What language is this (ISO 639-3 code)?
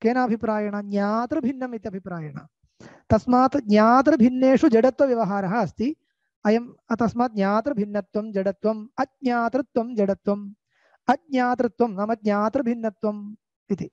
san